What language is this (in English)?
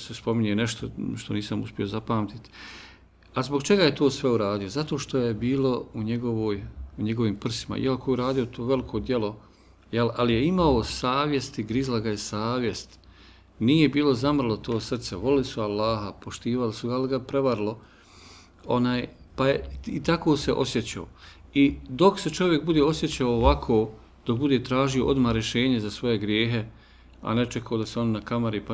Bosnian